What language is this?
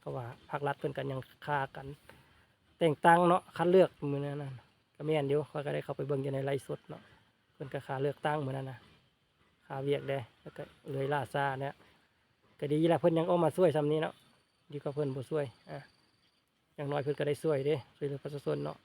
Lao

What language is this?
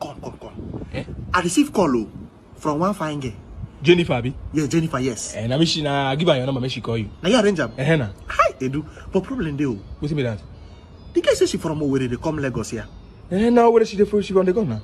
Nigerian Pidgin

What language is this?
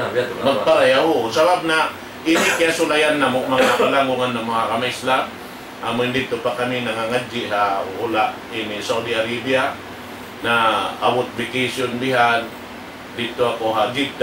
Tausug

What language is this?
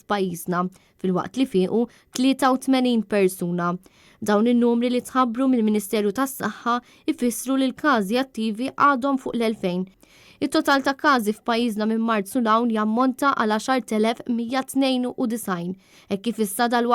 Maltese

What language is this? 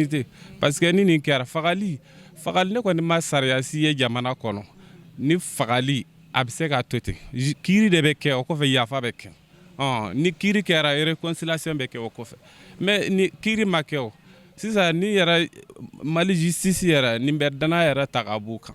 Bambara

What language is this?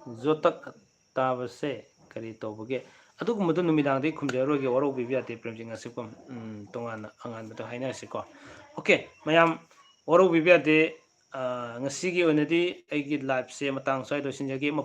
Manipuri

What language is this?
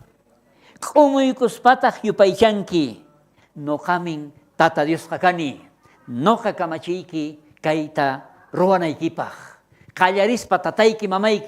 South Bolivian Quechua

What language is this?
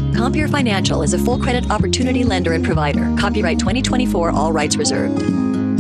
English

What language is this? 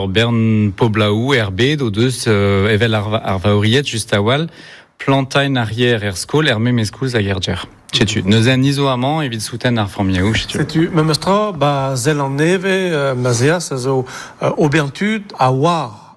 Breton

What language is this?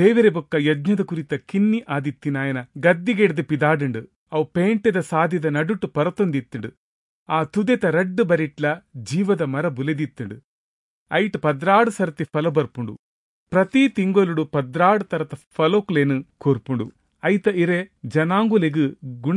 Tulu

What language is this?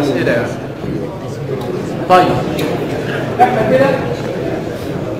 Egyptian Arabic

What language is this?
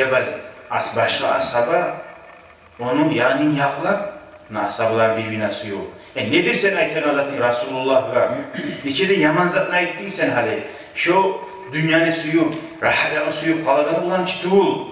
Kumyk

